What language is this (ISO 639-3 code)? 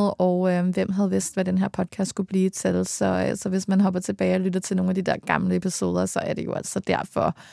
dan